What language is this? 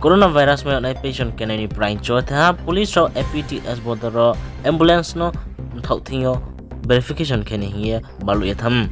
Riang (India)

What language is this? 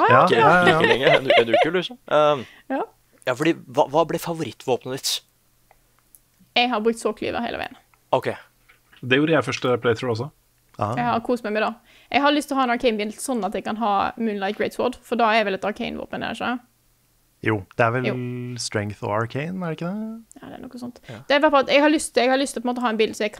Norwegian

